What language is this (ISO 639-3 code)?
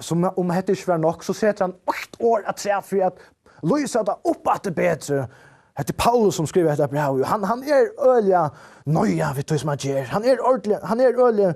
fao